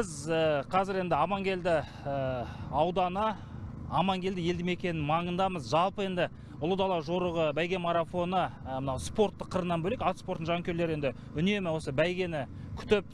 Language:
Kazakh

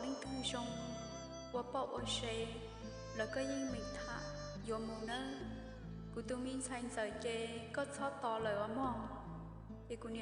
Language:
Hmong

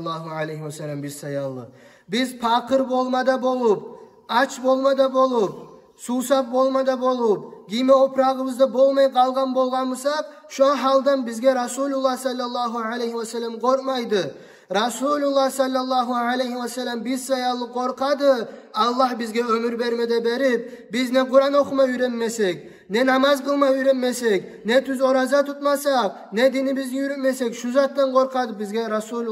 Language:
Kumyk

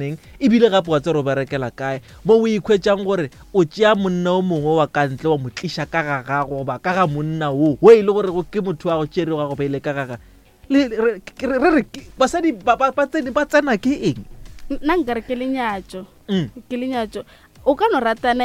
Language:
Northern Sotho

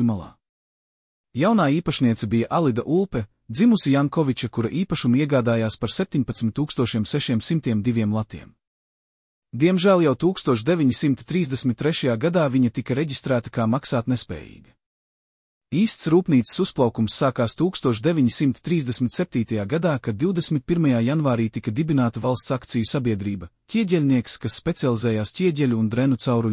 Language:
Latvian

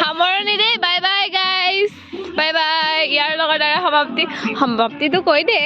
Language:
Assamese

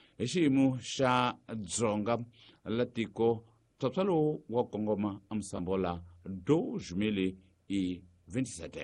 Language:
Tsonga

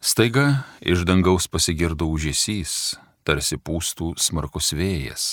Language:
Lithuanian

